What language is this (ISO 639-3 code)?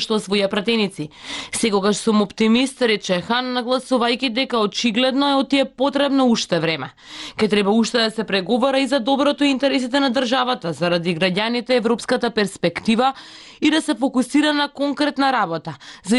mkd